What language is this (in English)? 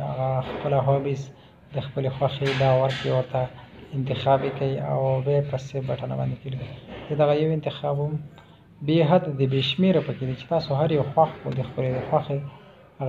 Pashto